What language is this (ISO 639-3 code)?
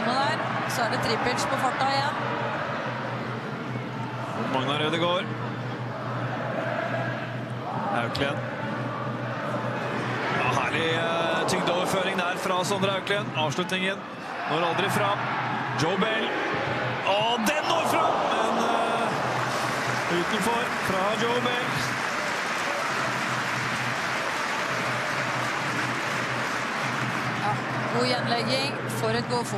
nor